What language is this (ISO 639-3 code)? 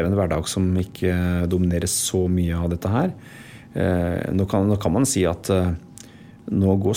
nor